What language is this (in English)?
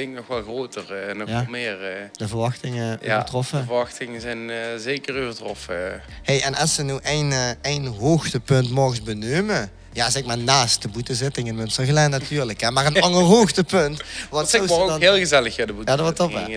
Limburgish